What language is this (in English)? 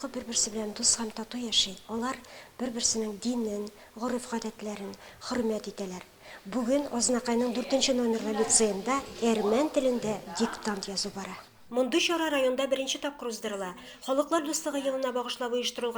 Tatar